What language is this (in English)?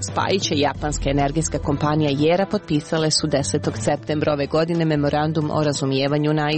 Serbian